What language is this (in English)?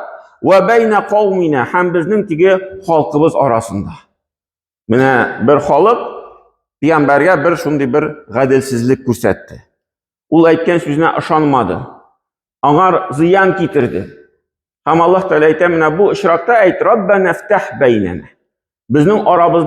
Tatar